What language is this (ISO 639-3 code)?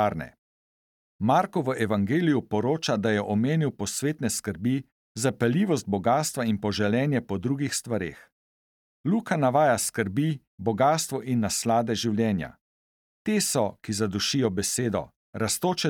slv